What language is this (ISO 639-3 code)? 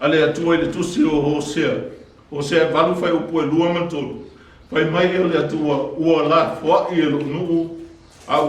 smo